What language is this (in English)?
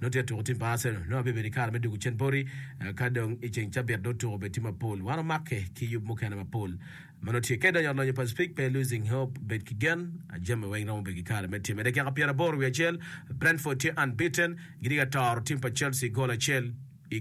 Acoli